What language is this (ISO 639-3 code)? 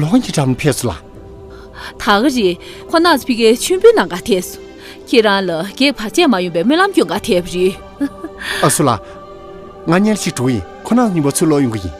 bod